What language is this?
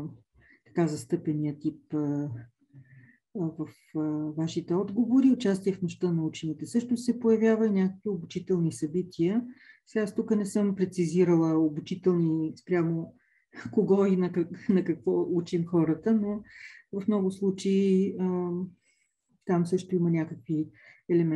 Bulgarian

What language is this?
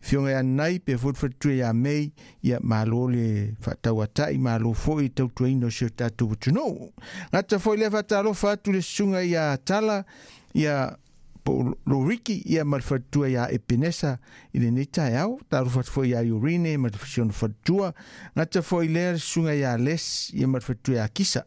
Samoan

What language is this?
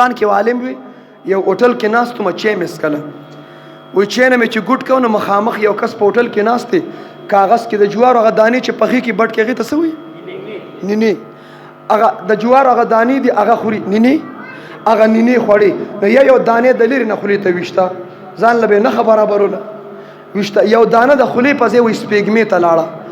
Pashto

